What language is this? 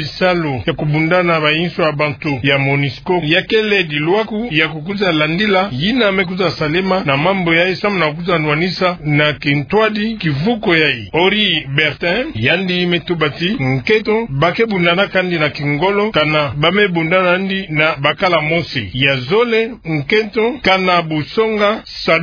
Kituba (Democratic Republic of Congo)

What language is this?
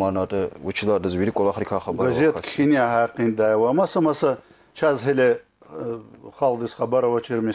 Lezghian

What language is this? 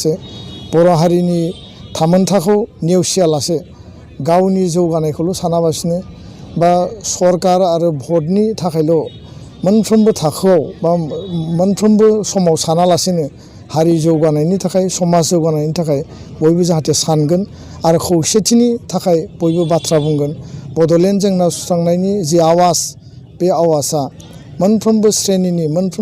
Bodo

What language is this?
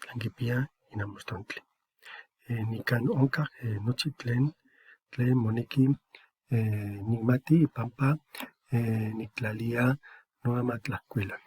Eastern Huasteca Nahuatl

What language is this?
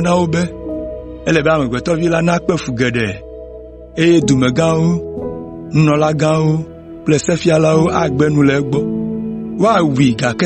Ewe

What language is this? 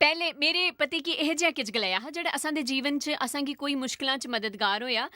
Dogri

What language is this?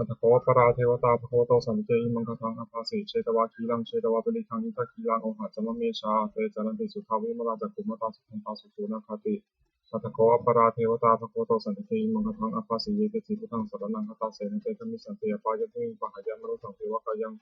Pali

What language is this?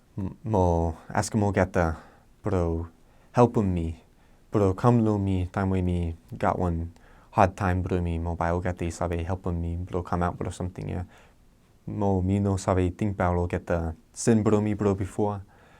Bislama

